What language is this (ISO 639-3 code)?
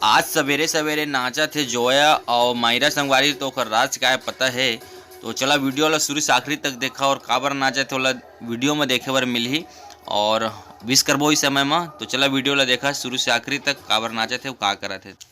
hne